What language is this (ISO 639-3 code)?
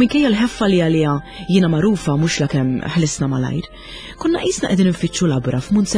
mlt